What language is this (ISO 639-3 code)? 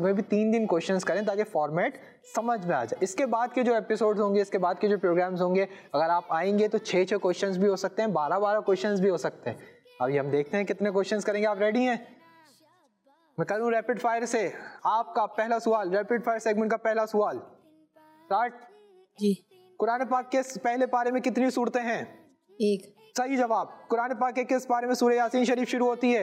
hin